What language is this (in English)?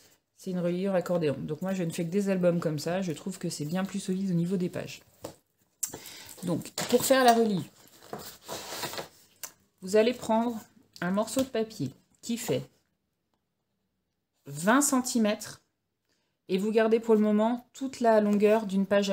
French